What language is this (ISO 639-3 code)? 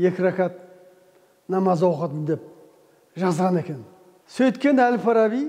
kaz